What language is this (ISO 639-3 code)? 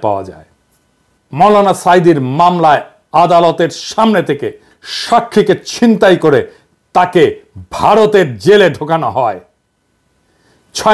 ben